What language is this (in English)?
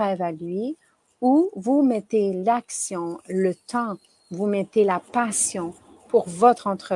French